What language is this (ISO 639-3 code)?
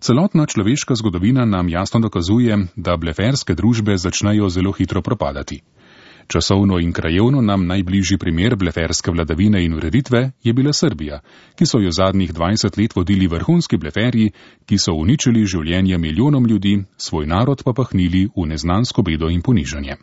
slv